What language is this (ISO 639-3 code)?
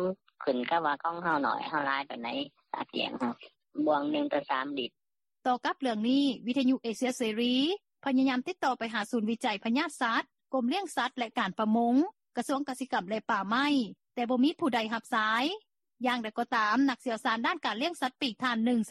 lao